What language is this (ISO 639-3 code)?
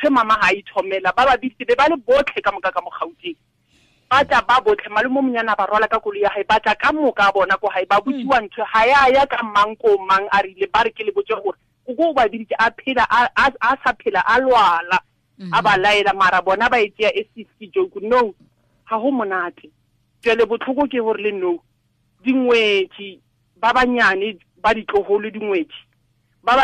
tsn